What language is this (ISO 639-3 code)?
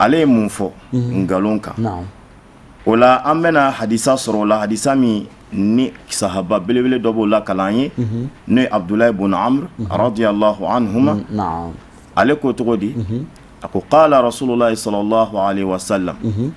bam